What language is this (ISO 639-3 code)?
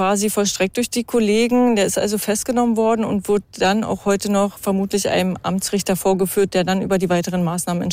deu